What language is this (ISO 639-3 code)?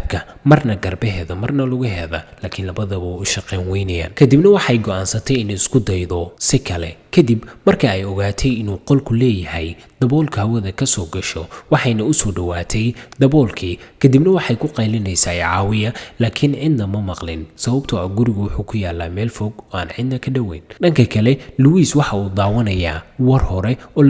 som